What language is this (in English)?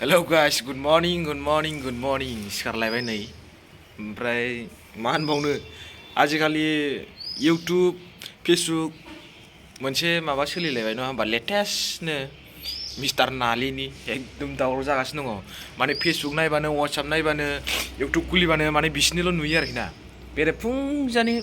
Bodo